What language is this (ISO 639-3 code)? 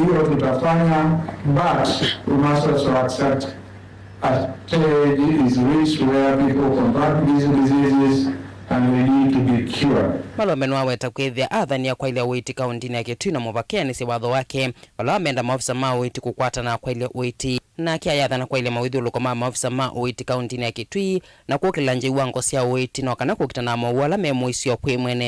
kam